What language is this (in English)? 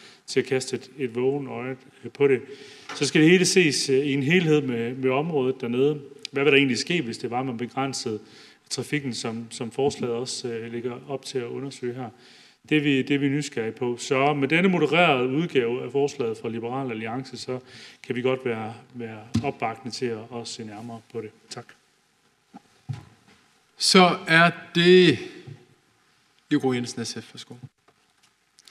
Danish